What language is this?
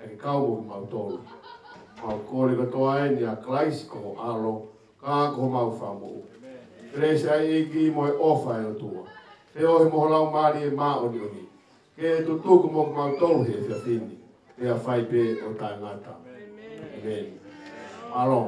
Tongan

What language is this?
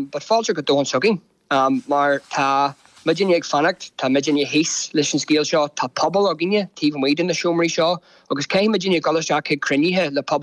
Irish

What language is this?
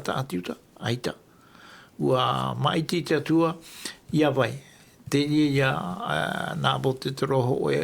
Tahitian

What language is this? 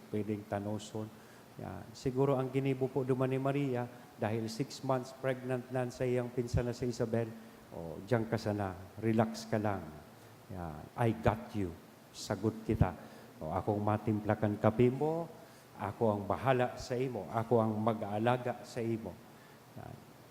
Bikol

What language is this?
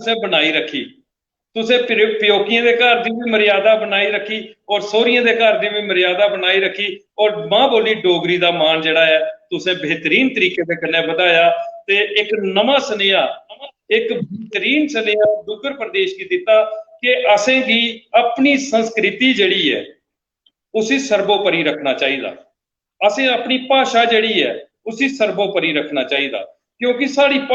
Dogri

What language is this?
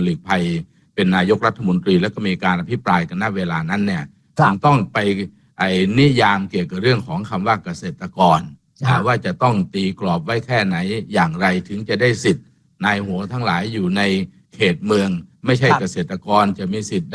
Thai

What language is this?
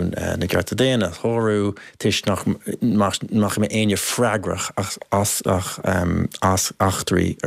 Irish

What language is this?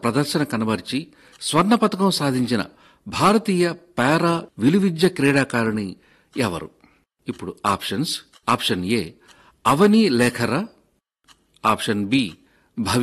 Telugu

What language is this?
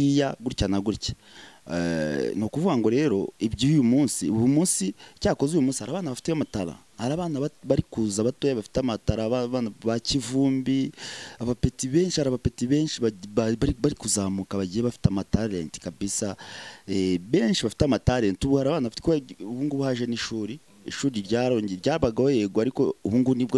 Kinyarwanda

